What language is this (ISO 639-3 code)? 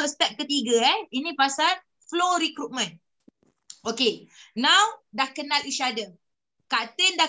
msa